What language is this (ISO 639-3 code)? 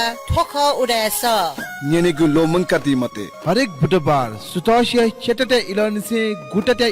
new